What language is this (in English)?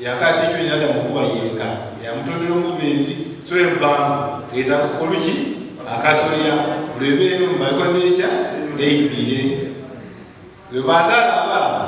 Soga